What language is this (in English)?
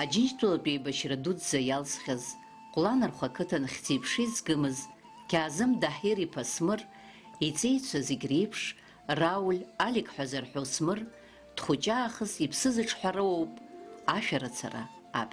Abkhazian